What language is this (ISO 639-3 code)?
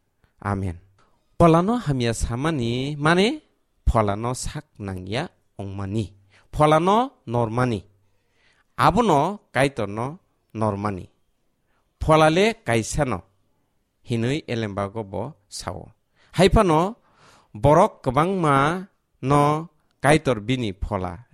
trp